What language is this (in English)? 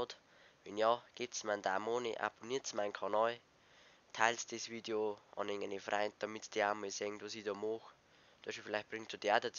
Bavarian